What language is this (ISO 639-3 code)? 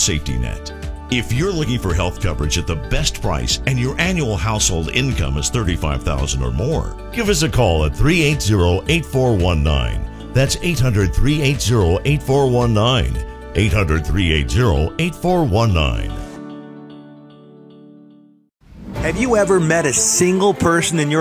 eng